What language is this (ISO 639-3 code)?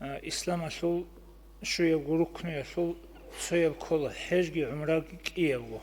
ava